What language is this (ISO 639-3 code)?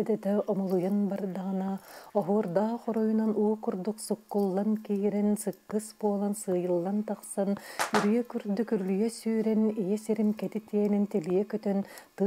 sah